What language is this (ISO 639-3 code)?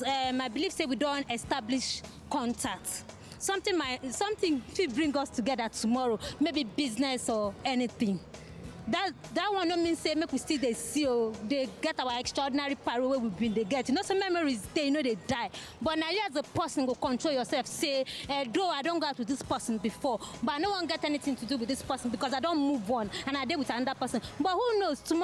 pcm